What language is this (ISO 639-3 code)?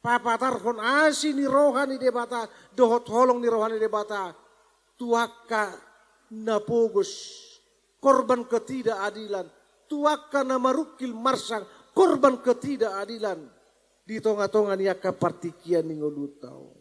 bbc